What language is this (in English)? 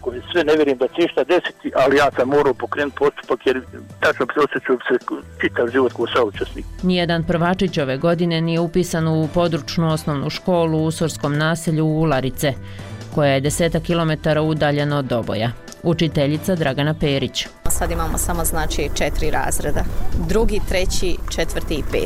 Bosnian